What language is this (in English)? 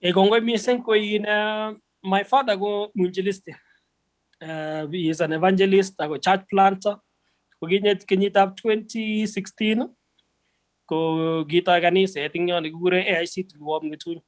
Kalenjin